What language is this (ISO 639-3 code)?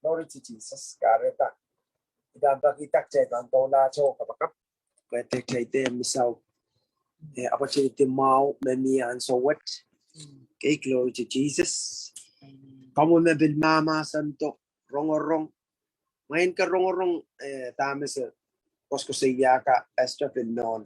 pon